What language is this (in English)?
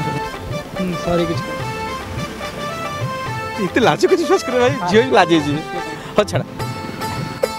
Odia